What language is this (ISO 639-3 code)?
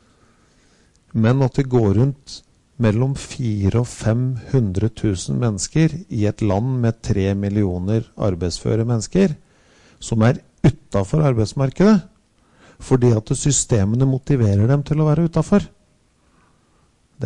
nor